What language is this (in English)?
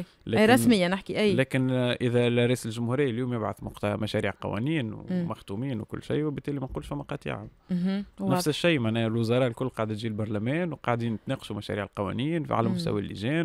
Tunisian Arabic